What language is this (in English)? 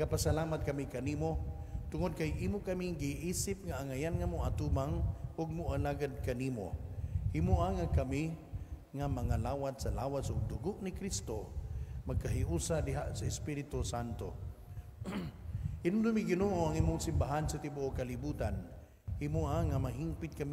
Cebuano